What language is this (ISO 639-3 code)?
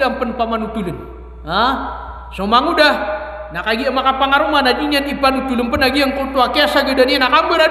mrw